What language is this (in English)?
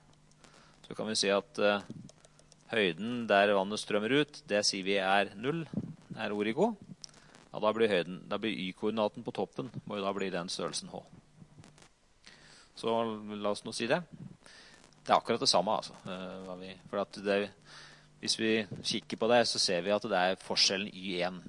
Norwegian